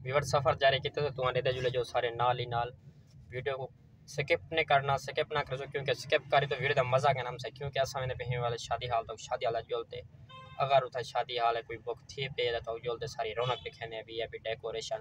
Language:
Saraiki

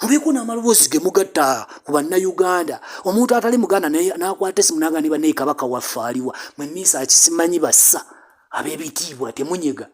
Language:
Ganda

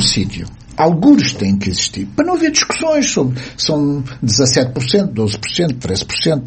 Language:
Portuguese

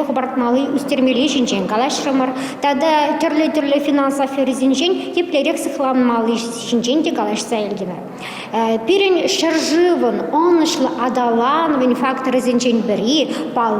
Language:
Chuvash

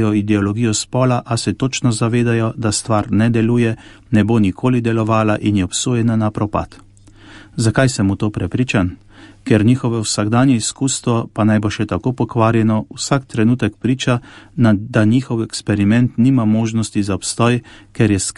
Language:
Slovenian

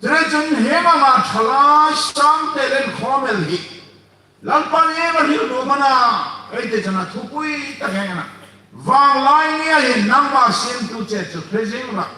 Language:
Hmar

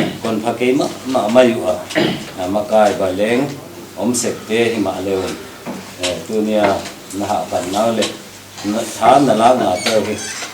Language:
Tedim Chin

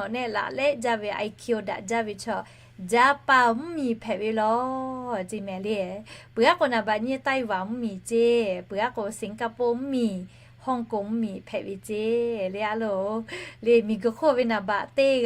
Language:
Lahu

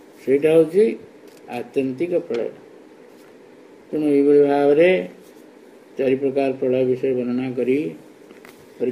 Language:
Odia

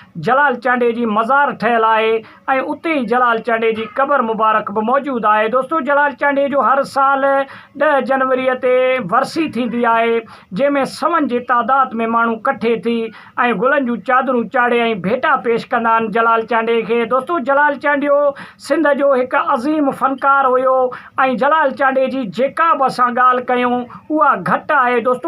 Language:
Sindhi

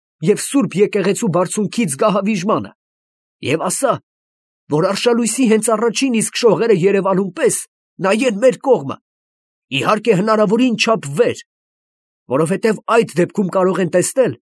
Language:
Armenian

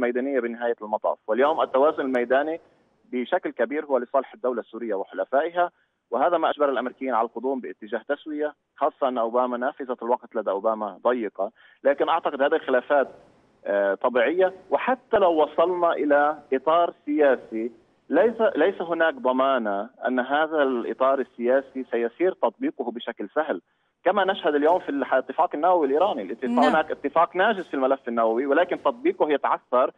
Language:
Arabic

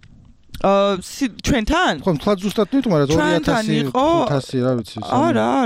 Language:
Georgian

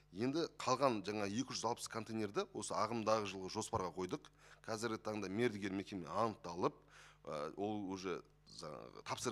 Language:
Kazakh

